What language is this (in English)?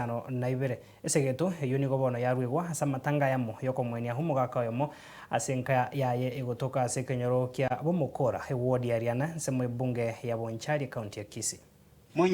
Gusii